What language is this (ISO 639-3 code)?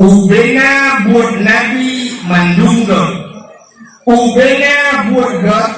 ace